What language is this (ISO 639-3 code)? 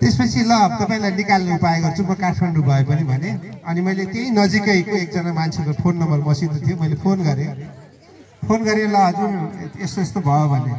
nep